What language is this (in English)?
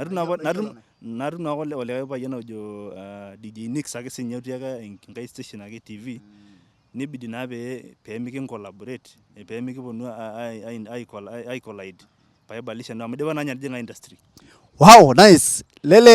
Masai